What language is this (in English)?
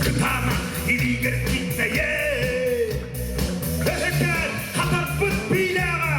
Yakut